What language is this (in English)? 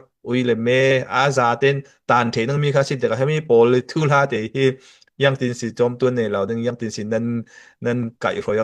Falam Chin